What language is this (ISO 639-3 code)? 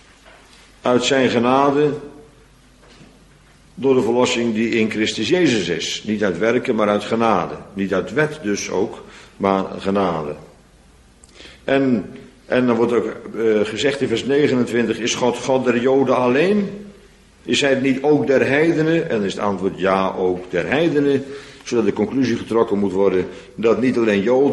nld